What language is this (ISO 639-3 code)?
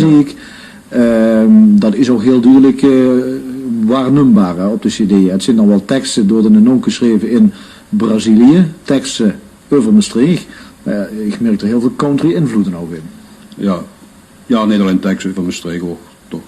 lim